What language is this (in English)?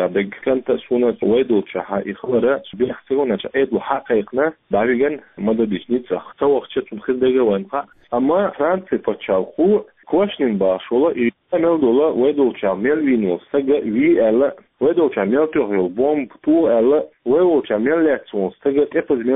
Chechen